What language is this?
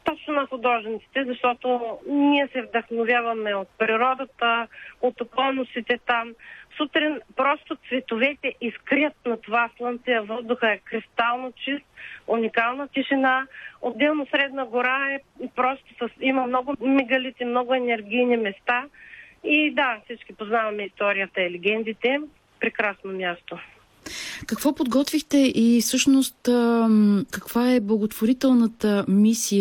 Bulgarian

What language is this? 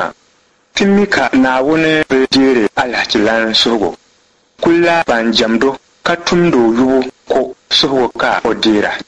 Dagbani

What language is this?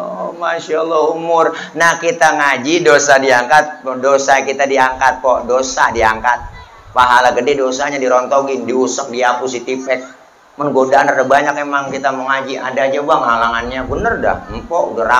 Betawi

